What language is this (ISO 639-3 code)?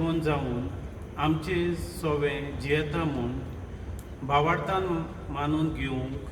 kok